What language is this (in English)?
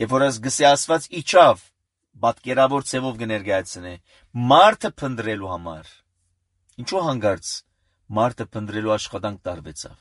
Armenian